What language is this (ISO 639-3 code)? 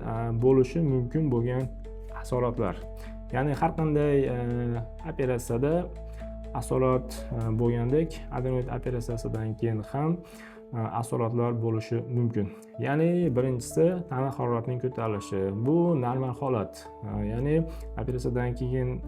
uzb